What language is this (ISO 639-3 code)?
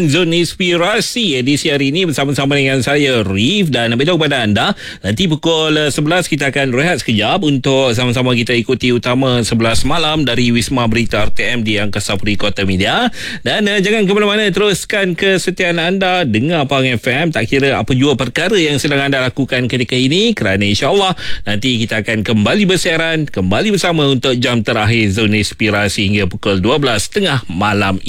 msa